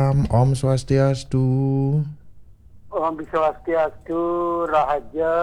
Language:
Balinese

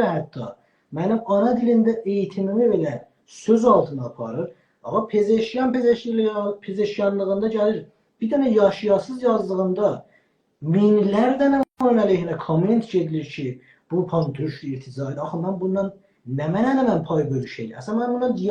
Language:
South Azerbaijani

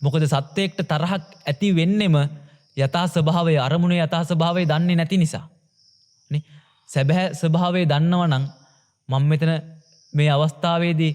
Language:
Sinhala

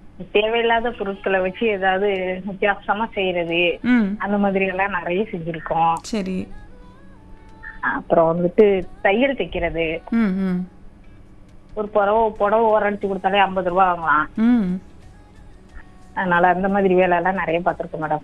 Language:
Tamil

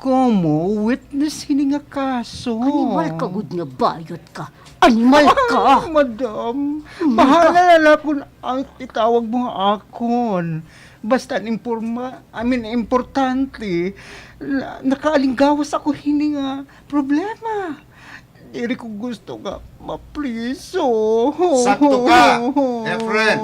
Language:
Waray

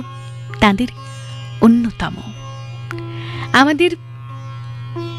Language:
Bangla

